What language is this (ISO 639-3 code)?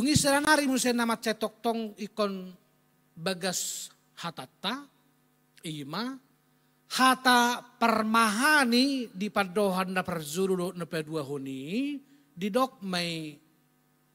bbc